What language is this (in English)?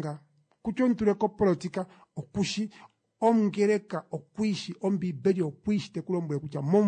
Kuanyama